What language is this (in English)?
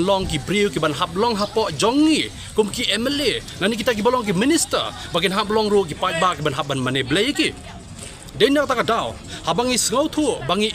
Khasi